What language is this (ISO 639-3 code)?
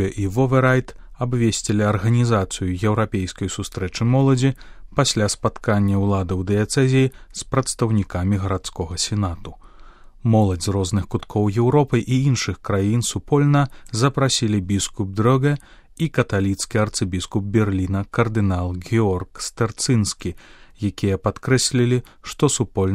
bel